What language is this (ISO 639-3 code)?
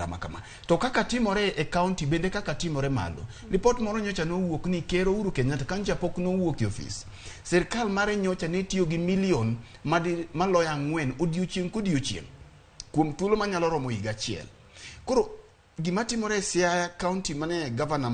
luo